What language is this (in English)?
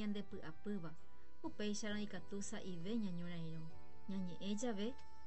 Guarani